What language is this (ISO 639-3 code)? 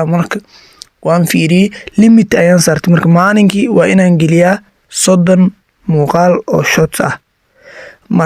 som